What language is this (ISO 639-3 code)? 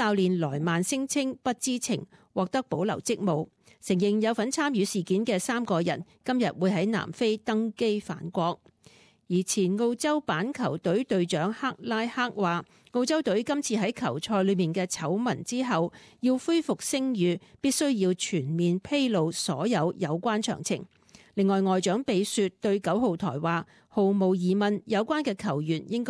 yue